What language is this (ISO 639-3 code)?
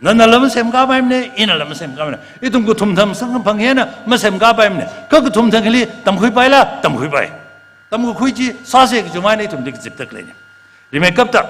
nmf